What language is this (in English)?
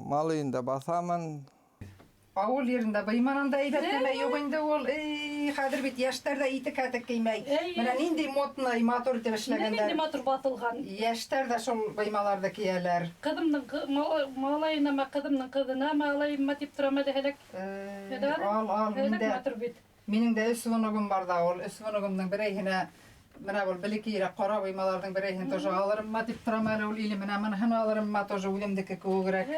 Bashkir